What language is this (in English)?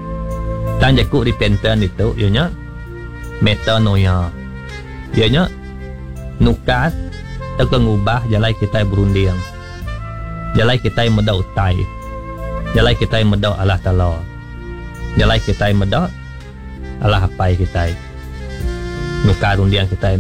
Iban